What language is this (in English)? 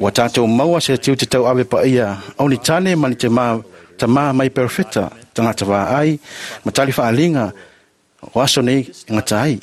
Samoan